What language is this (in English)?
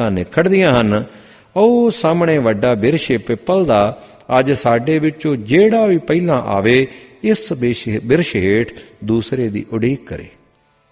Punjabi